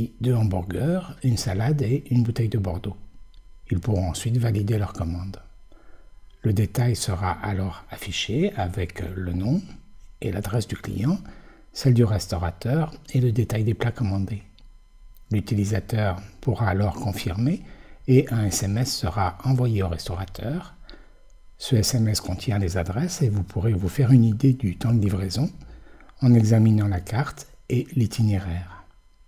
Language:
French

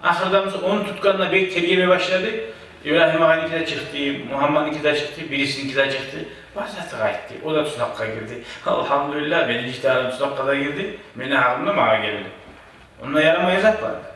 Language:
Kumyk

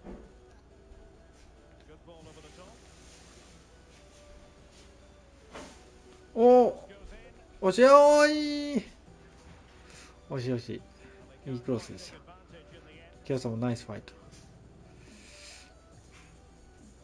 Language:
Japanese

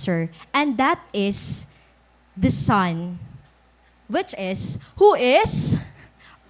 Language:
Waray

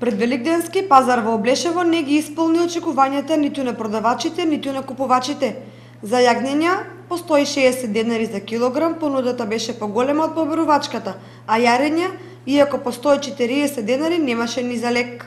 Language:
Macedonian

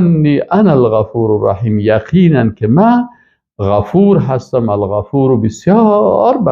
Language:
Persian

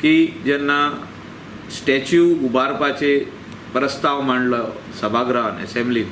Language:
Konkani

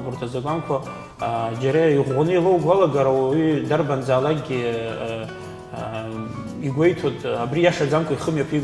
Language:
Abkhazian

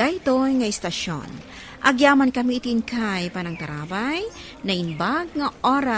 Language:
Iloko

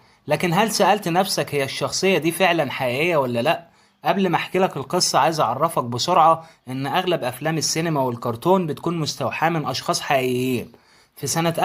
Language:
Egyptian Arabic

